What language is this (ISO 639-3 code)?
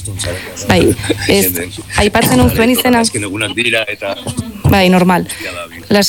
eus